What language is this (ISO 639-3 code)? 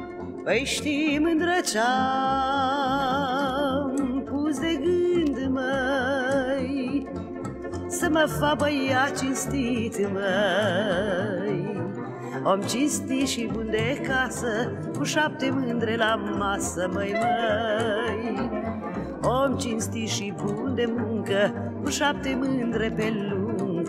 ron